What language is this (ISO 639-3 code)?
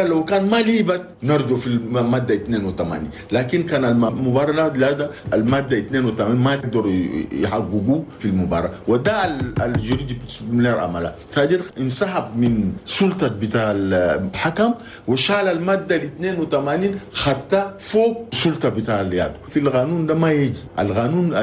shu